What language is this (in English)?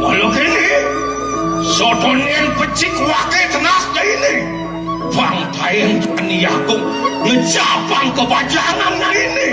Balinese